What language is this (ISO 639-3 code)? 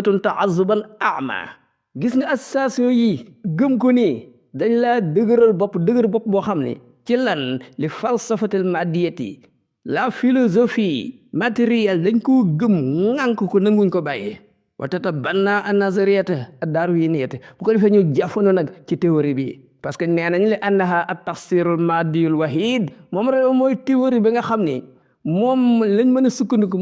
wol